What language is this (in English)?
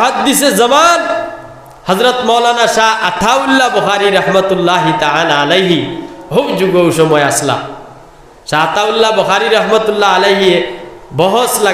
Sylheti